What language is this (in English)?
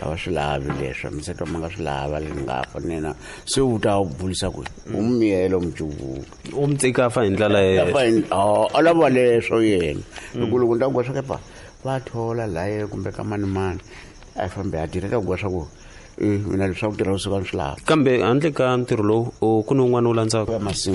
Tsonga